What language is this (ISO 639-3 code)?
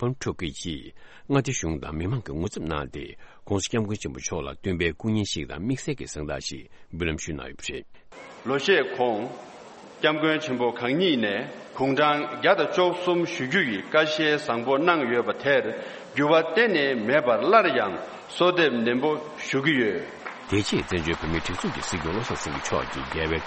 bod